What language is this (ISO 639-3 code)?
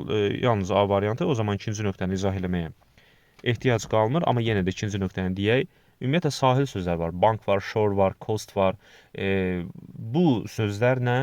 aze